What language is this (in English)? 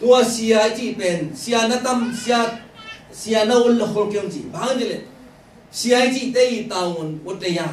Tedim Chin